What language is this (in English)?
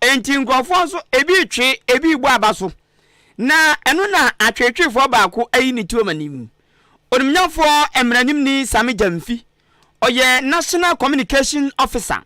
Akan